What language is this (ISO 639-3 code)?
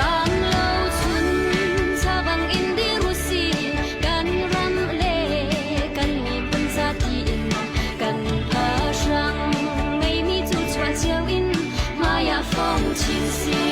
cnh